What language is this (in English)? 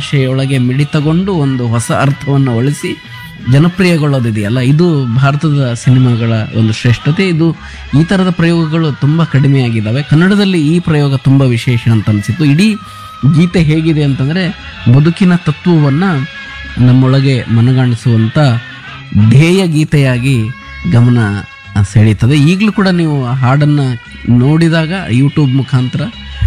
Kannada